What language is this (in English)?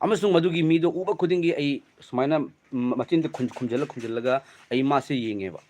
Manipuri